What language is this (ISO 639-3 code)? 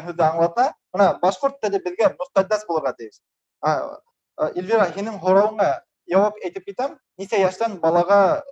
bak